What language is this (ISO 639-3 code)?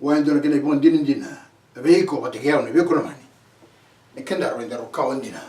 fij